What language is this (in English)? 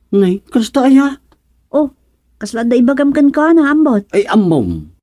Iloko